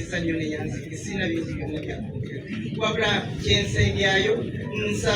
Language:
Ganda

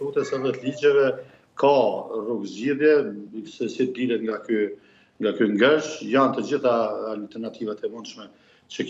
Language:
Albanian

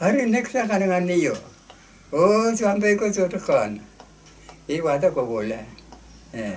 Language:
Pohnpeian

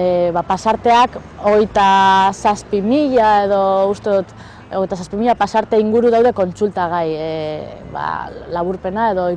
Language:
Basque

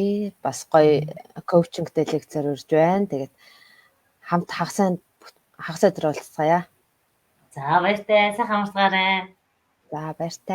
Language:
Mongolian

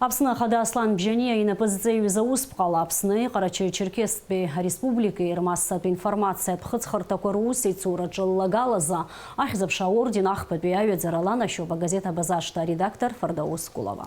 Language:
Abkhazian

